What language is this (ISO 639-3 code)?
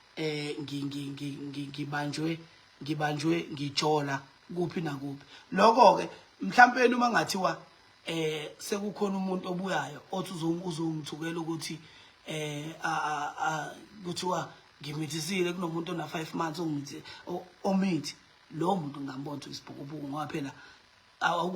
zul